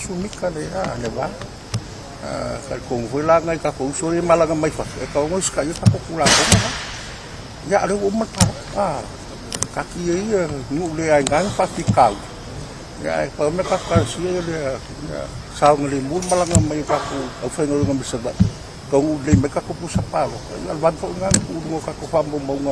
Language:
Samoan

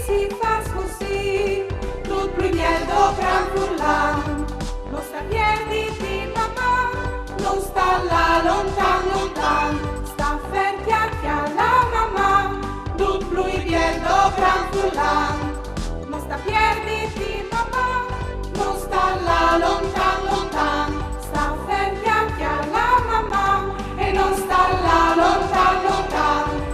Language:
Friulian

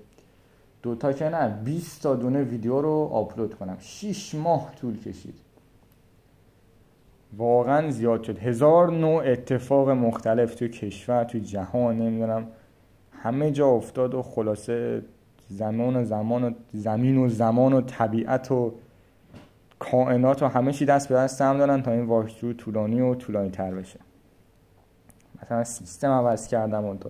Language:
Persian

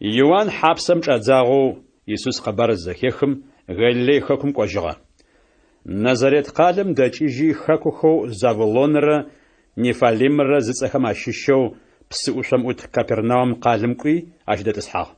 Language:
Adyghe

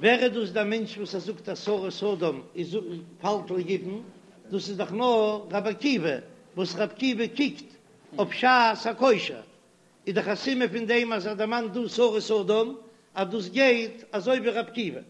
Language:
Yiddish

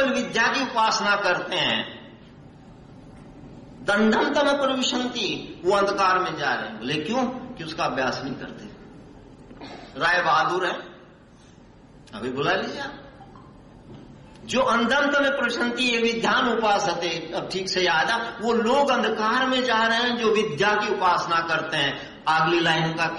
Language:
Hindi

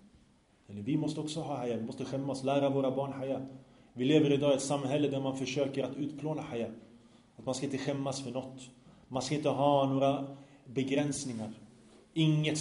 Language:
Swedish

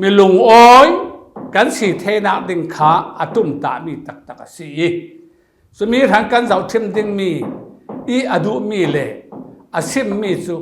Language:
Falam Chin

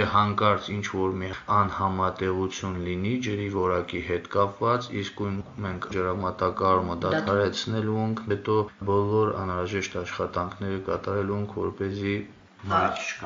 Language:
Armenian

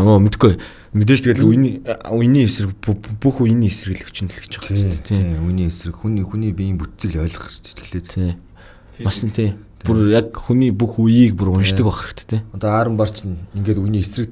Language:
Mongolian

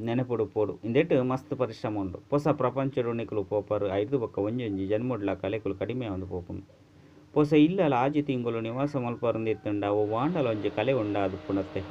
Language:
Tulu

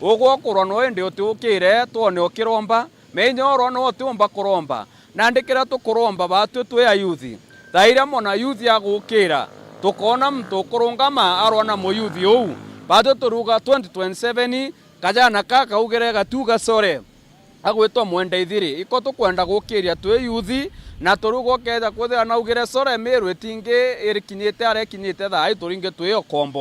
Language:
Meru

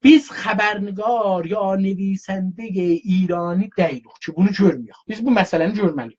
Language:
South Azerbaijani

